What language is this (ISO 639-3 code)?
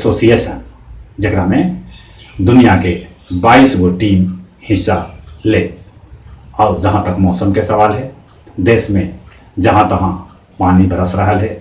mag